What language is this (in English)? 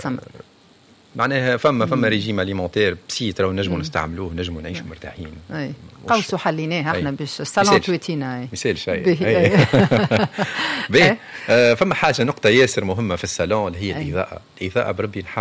Tunisian Arabic